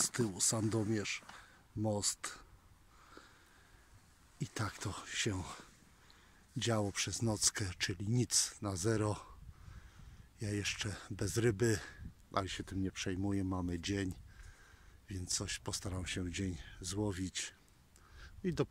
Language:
Polish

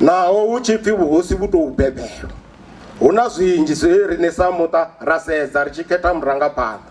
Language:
Venda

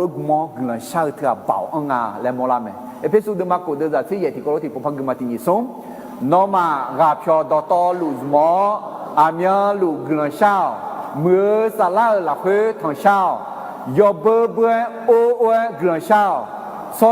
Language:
Akha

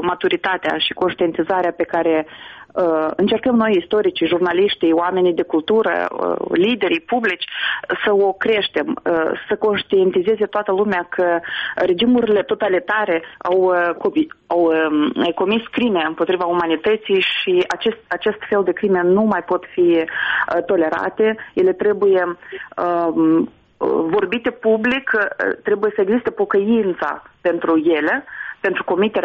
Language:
Romanian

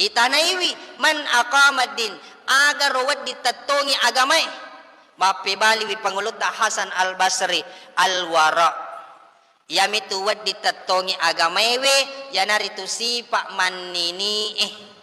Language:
Buginese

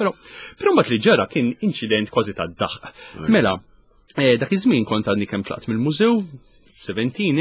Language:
Maltese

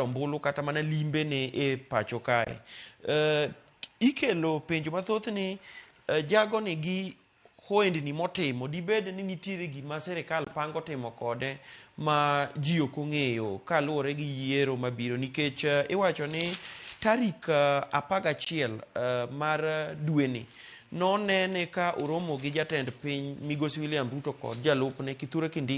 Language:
Luo (Kenya and Tanzania)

